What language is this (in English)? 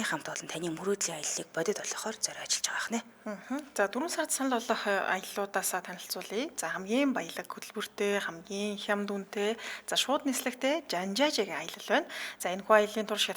Mongolian